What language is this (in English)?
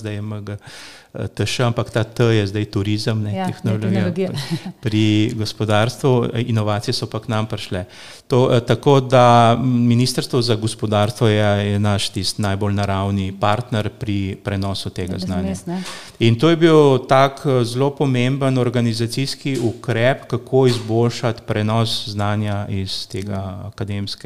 Slovenian